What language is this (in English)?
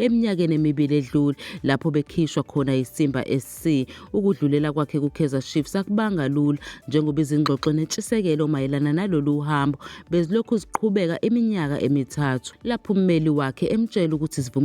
Zulu